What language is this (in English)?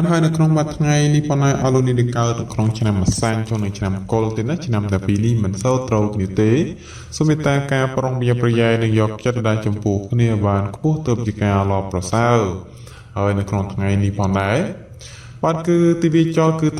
Khmer